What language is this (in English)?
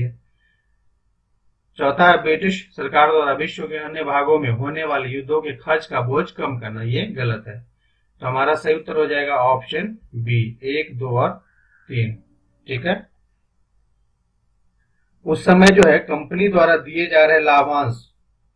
Hindi